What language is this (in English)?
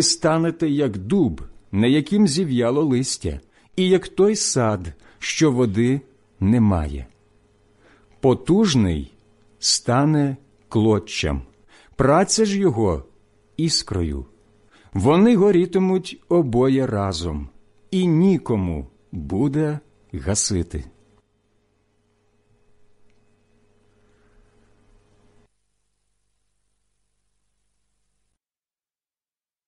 Ukrainian